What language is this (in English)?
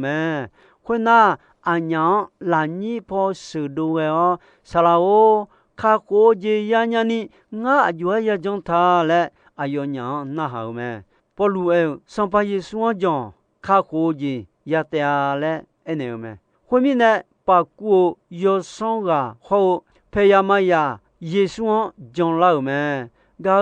Akha